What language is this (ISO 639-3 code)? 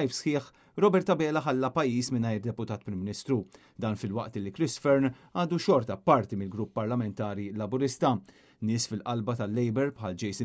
mlt